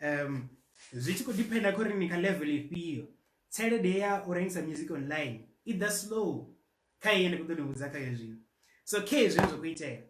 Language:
Venda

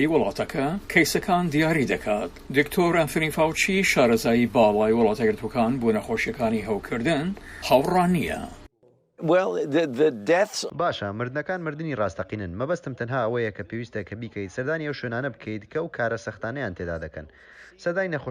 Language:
Central Kurdish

